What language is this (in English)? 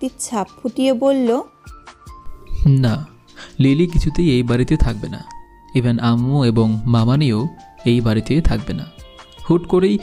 Bangla